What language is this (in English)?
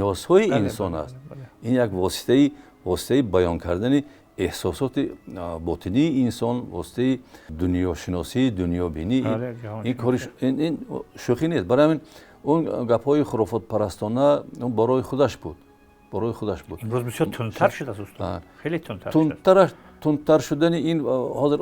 Tajik